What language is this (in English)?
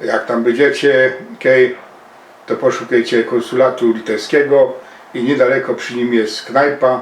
Silesian